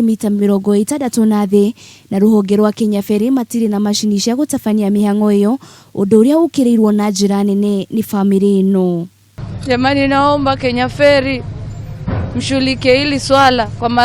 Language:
Kikuyu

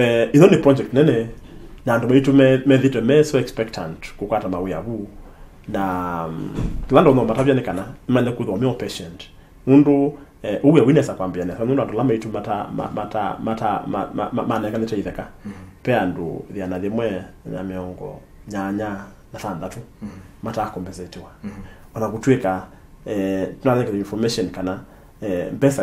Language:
Kamba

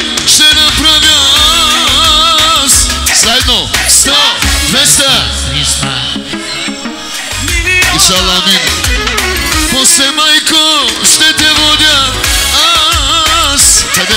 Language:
Bulgarian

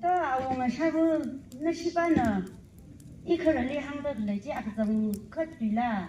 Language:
Tangkhul Naga (India)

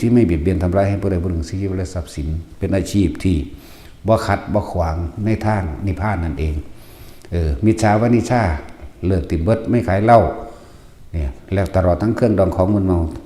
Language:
Northeastern Thai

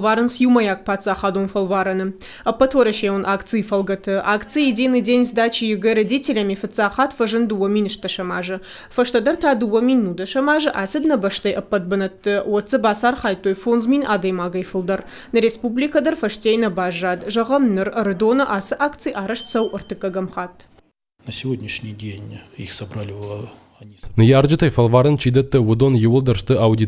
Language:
Ossetic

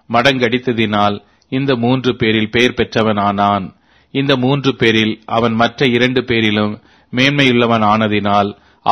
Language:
Tamil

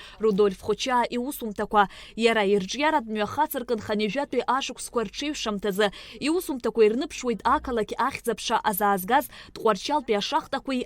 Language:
Abkhazian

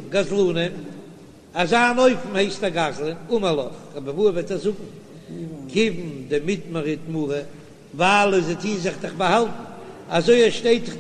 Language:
Yiddish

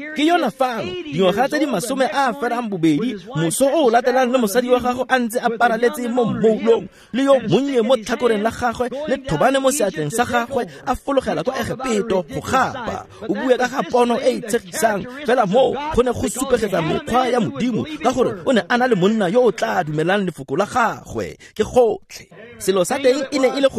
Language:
Tswana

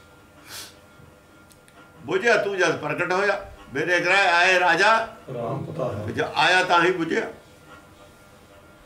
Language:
Punjabi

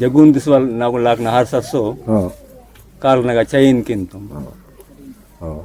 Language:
Aheri Gondi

